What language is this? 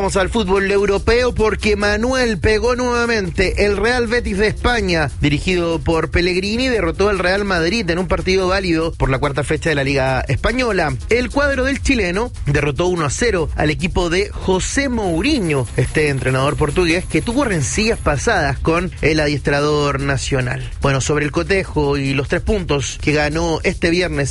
Spanish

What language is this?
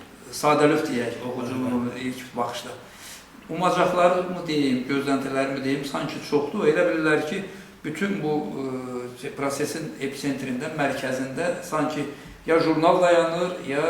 Azerbaijani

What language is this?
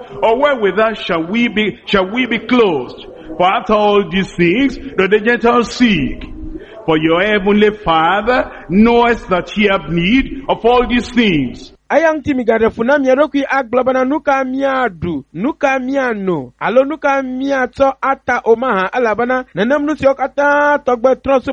Ewe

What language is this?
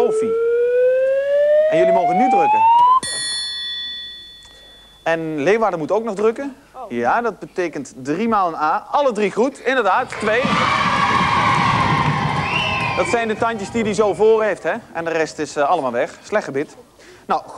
Dutch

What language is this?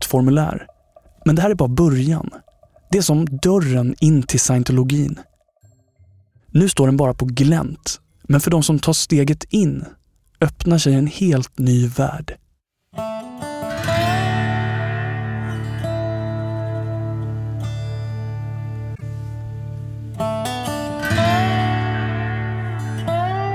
Swedish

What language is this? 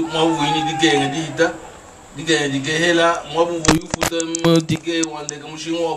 Luba-Lulua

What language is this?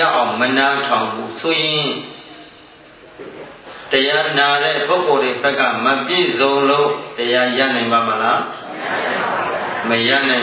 Burmese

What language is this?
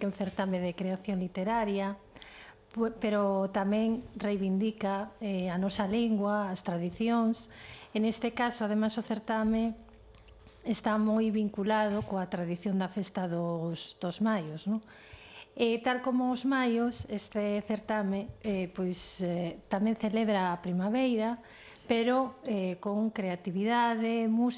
Galician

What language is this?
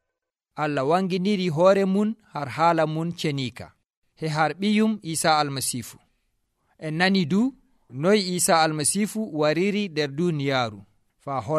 Nigerian Fulfulde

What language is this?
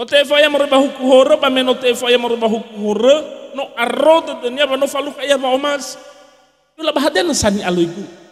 Nias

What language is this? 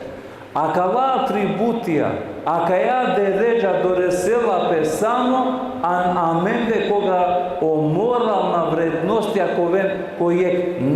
Balkan Romani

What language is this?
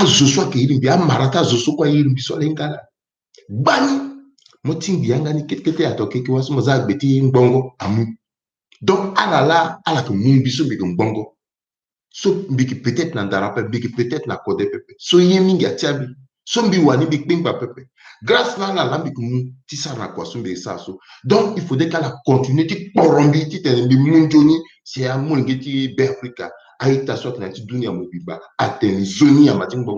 Sango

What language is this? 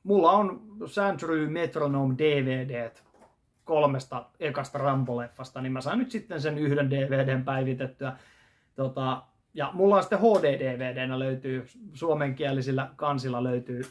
Finnish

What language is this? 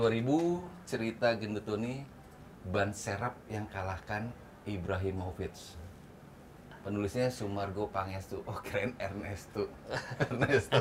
Indonesian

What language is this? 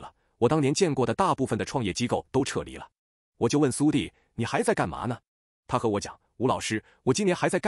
Chinese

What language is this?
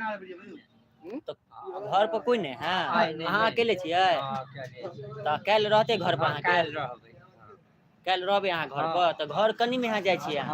Maithili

